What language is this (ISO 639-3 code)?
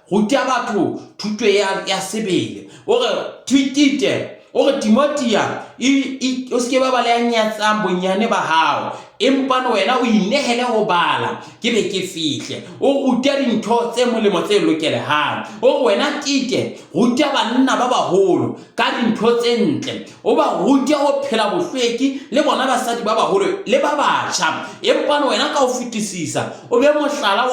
sot